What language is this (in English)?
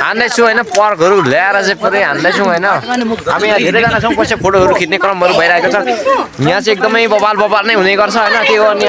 Nepali